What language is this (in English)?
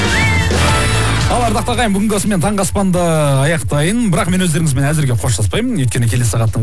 Kazakh